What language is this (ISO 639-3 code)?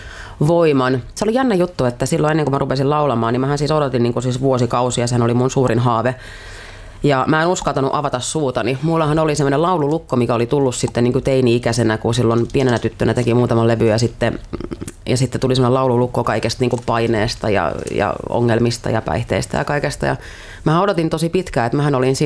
fin